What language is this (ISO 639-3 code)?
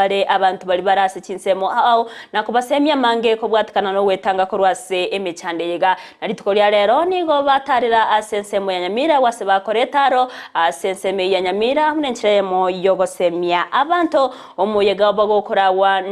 guz